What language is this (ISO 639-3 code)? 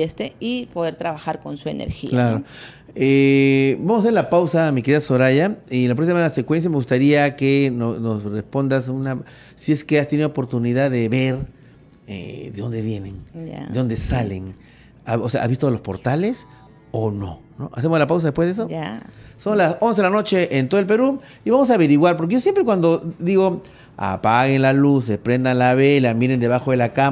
spa